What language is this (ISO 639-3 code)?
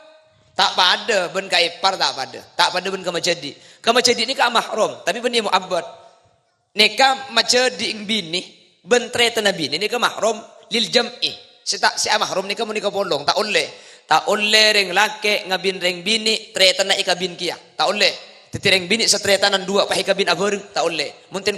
mad